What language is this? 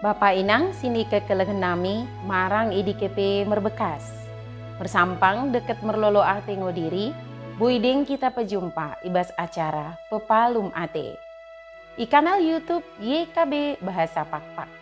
Batak Dairi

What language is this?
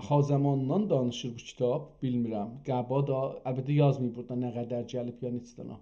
South Azerbaijani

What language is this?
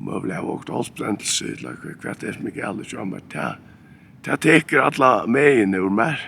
Faroese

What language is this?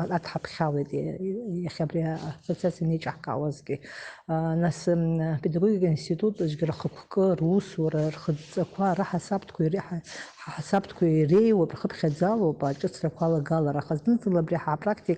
Abkhazian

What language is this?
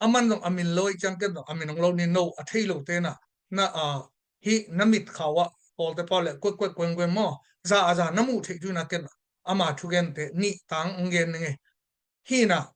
Tedim Chin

